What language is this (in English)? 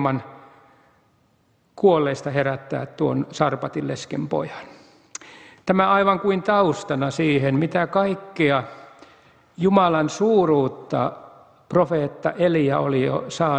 Finnish